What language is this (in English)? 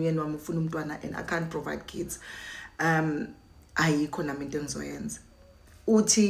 Zulu